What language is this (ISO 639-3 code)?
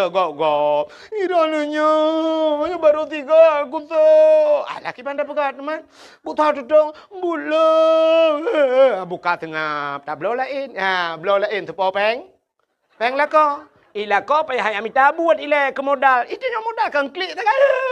ace